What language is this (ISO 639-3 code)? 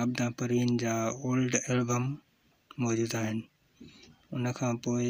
snd